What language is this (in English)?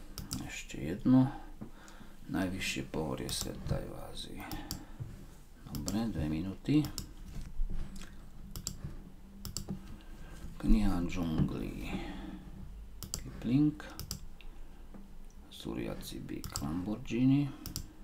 Slovak